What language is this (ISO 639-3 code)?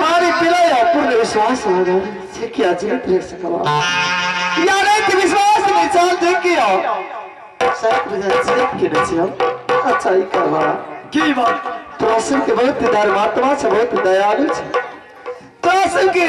mai